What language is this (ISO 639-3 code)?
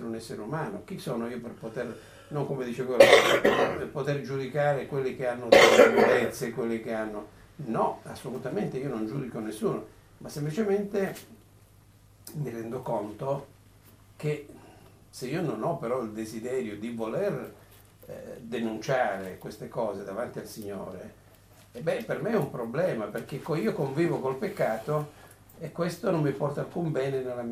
ita